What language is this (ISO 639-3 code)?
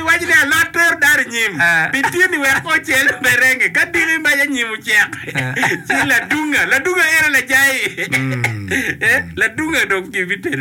ach